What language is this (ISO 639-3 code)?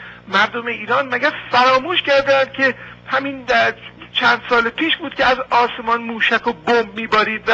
fas